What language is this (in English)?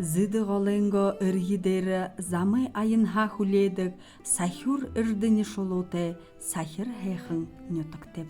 Buriat